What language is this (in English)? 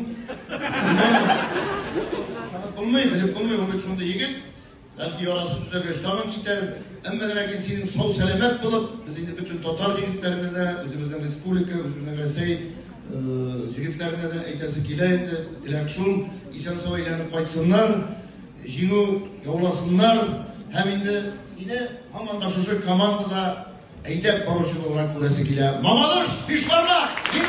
Tatar